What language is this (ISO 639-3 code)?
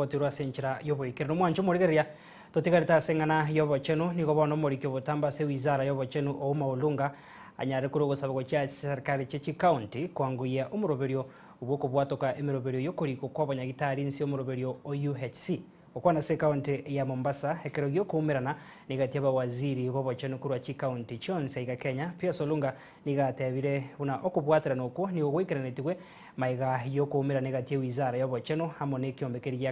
guz